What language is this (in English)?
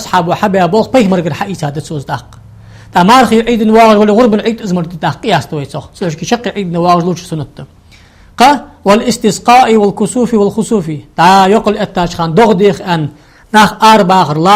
Ingush